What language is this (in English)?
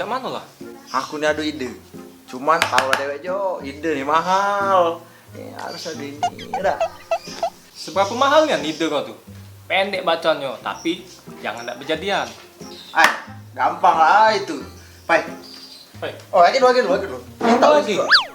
Musi